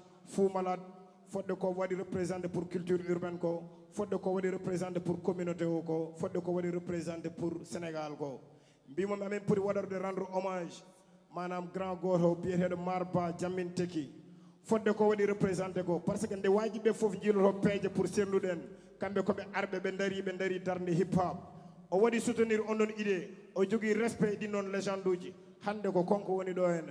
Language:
Fula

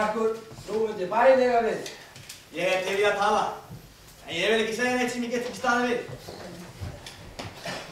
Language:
Icelandic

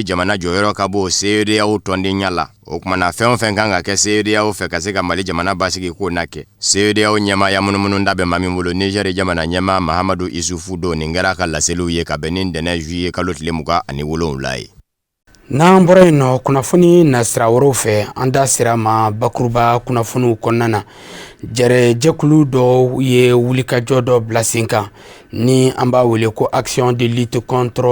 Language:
Bambara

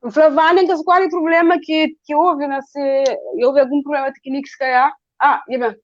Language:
Kabuverdianu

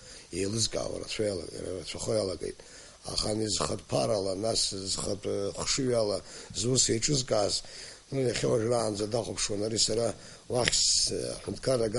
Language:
Abkhazian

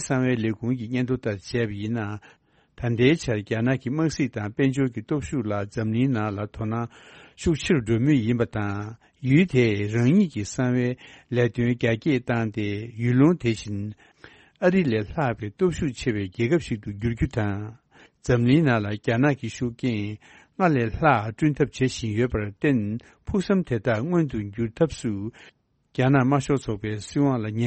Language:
Tibetan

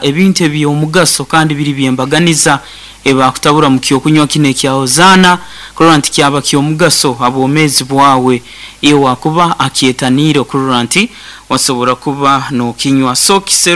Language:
Nyankole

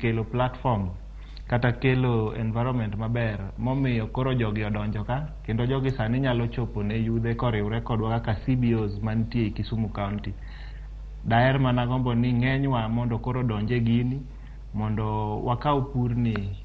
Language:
Luo (Kenya and Tanzania)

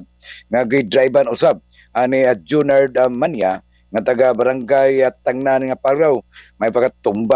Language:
Cebuano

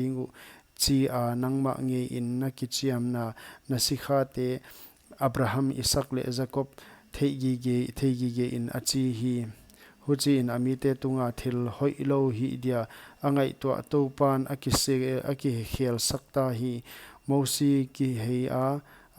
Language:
Paite Chin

